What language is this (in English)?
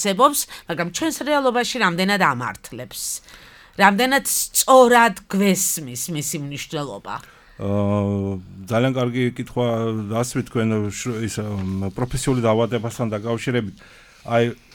Georgian